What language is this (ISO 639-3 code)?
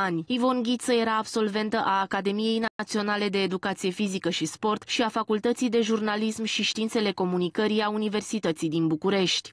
ron